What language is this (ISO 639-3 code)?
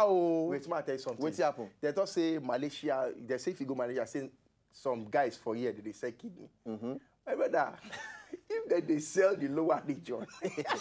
pcm